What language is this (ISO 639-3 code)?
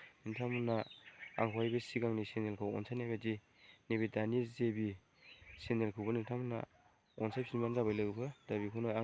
brx